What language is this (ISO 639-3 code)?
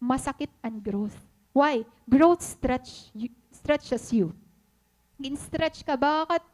war